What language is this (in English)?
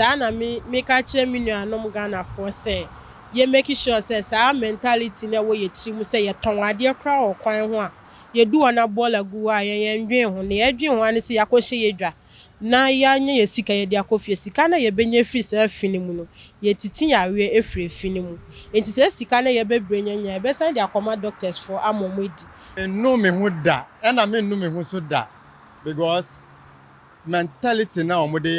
Akan